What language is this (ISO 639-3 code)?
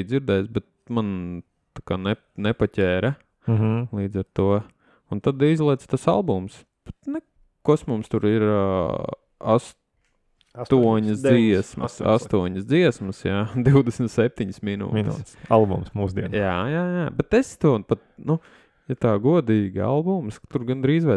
lav